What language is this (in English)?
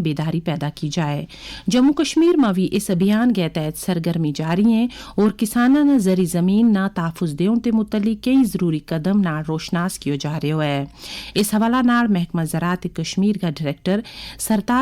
Gujari